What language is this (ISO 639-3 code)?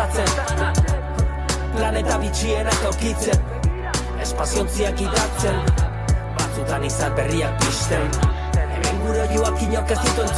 eus